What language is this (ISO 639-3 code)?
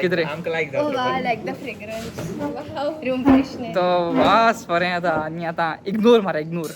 kok